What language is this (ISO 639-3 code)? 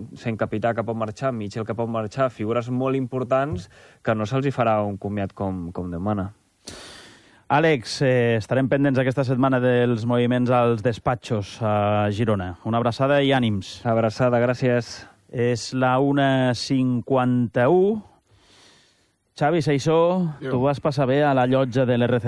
cat